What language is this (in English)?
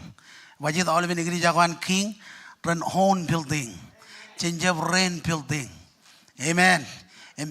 Marshallese